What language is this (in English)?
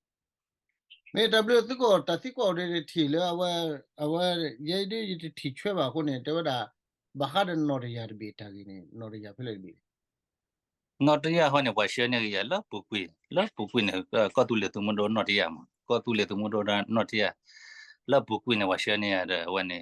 S'gaw Karen